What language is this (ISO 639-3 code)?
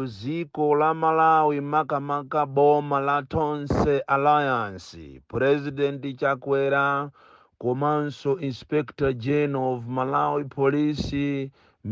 nya